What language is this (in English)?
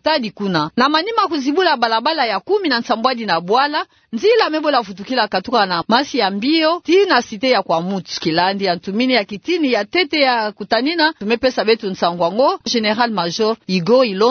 Kituba (Democratic Republic of Congo)